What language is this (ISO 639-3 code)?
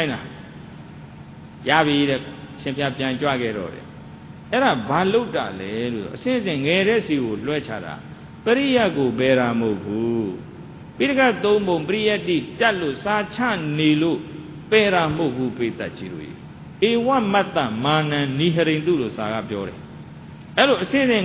mya